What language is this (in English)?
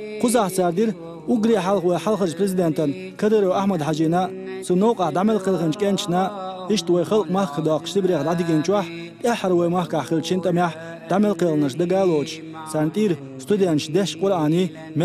Chechen